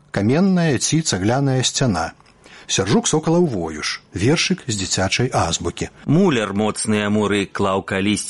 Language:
Belarusian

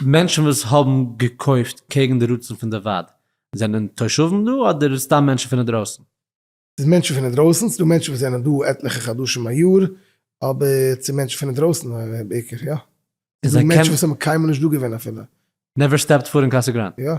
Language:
Yiddish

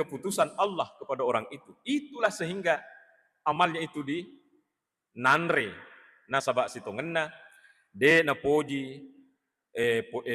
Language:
Buginese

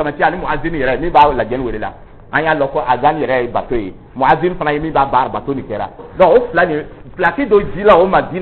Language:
Dyula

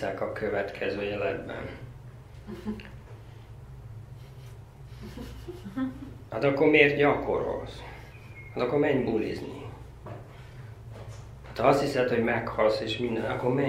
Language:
Hungarian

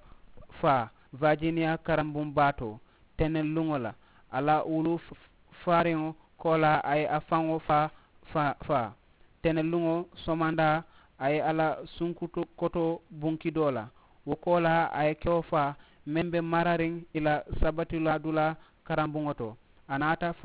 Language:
Mandingo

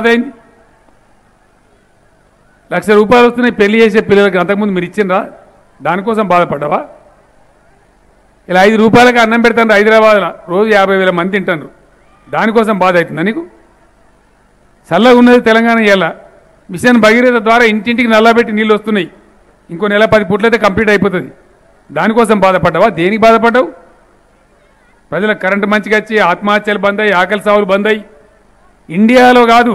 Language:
Telugu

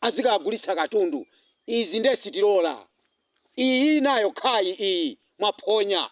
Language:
Nyanja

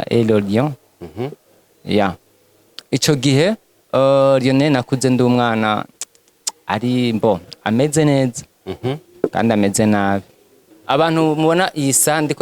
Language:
Rundi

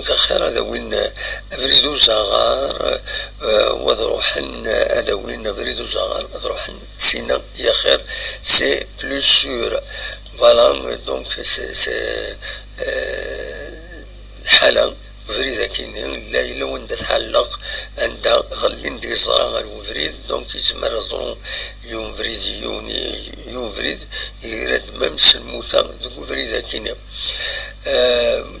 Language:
Kabyle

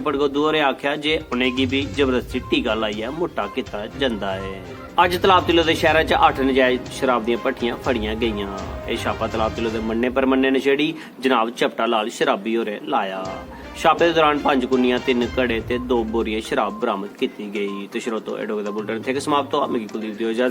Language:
Dogri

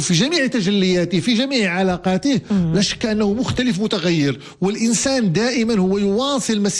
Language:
Moroccan Arabic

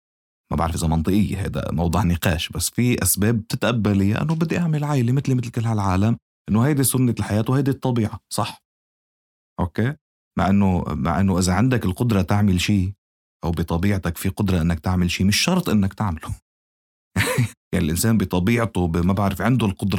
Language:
North Levantine Arabic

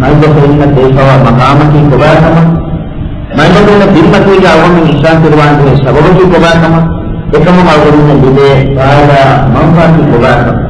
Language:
Divehi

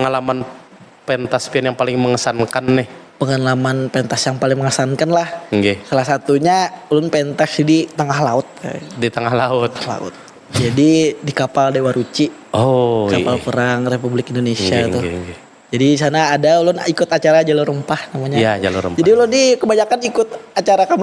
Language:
Banjar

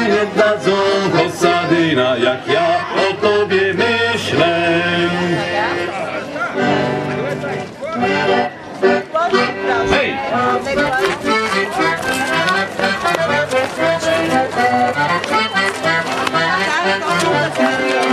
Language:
Polish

